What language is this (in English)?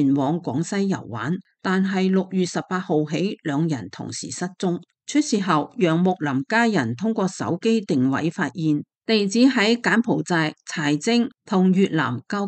Cantonese